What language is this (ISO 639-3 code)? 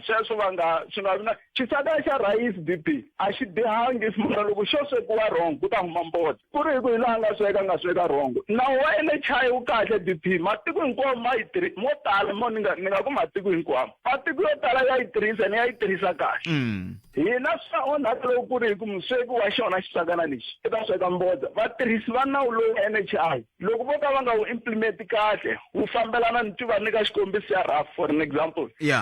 tso